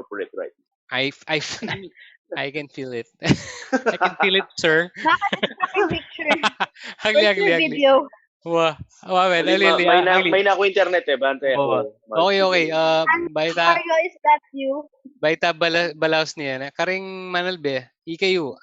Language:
Pampanga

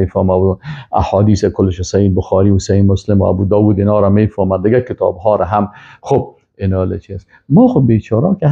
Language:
Persian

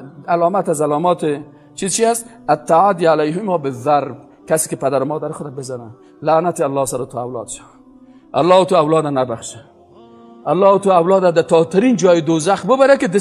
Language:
Persian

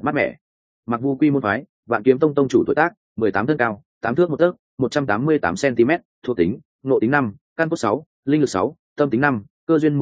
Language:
Vietnamese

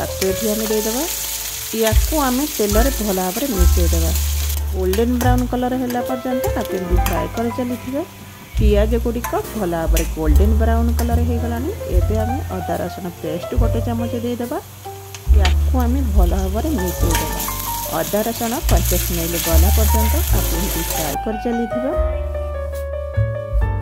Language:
Odia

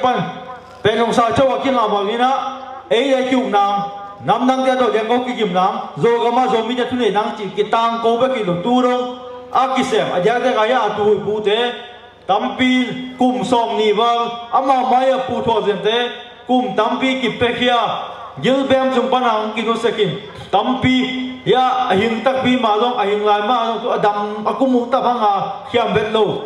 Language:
Tedim Chin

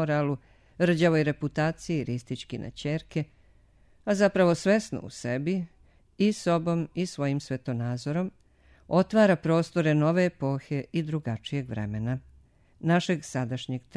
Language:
Serbian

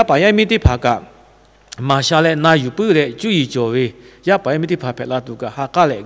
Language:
Lahu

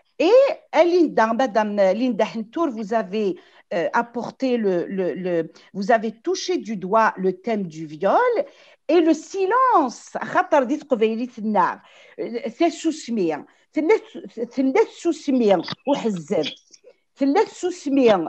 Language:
Kabyle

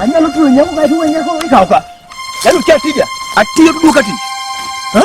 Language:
Luo (Kenya and Tanzania)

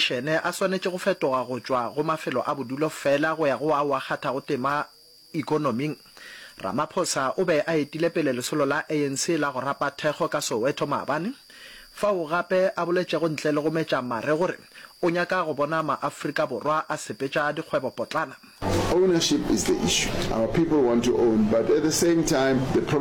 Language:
Northern Sotho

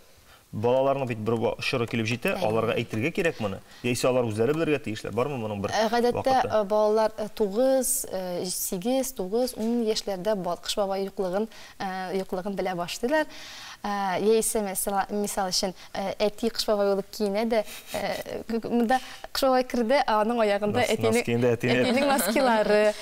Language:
Tatar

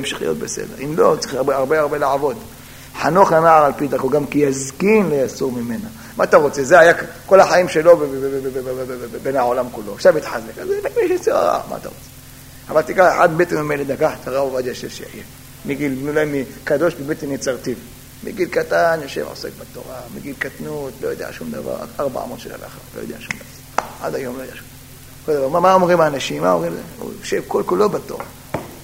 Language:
Hebrew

